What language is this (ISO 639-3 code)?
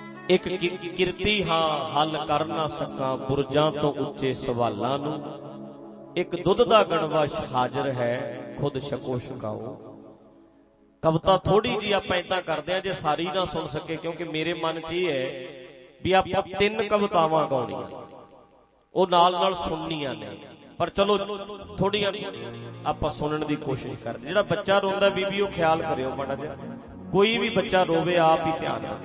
pan